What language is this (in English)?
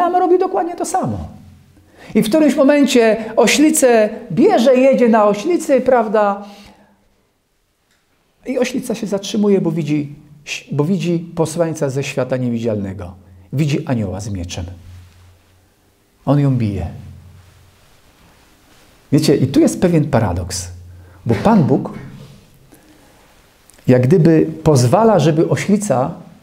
Polish